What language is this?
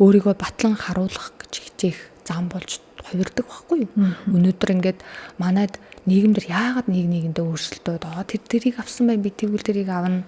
Mongolian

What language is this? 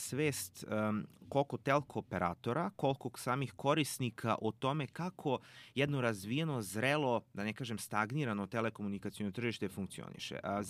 Serbian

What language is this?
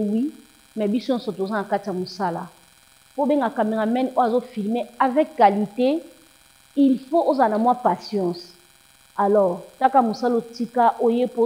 Lingala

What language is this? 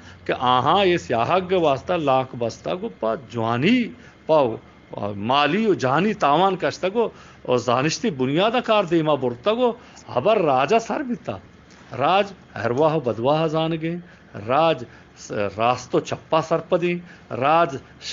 Eastern Balochi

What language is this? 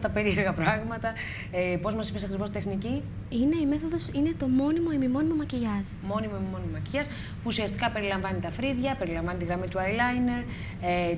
Greek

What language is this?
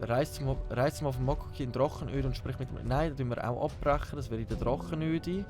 Swiss German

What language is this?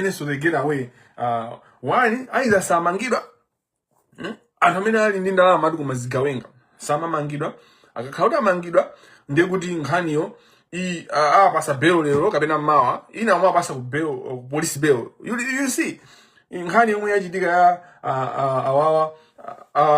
Nyanja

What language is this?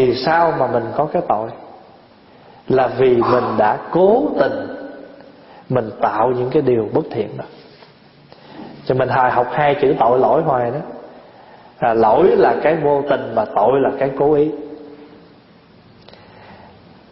Vietnamese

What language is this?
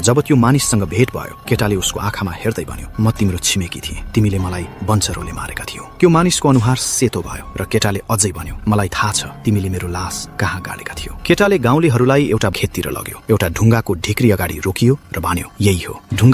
Nepali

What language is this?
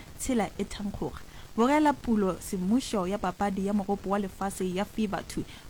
Northern Sotho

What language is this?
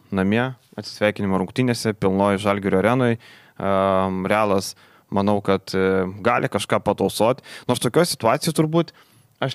Lithuanian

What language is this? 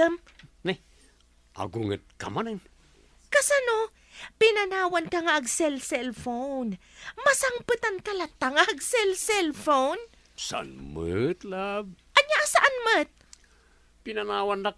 Iloko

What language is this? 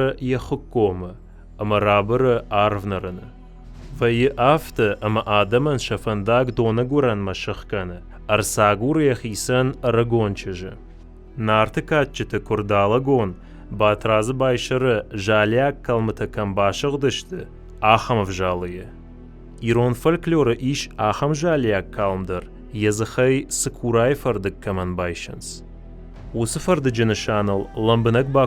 Ossetic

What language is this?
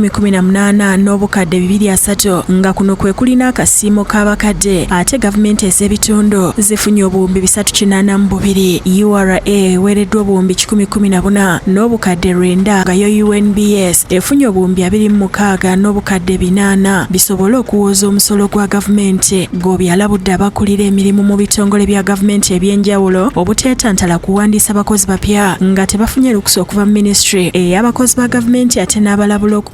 Ganda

